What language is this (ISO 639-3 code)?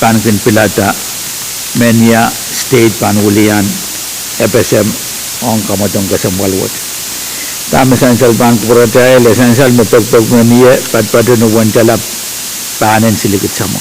pon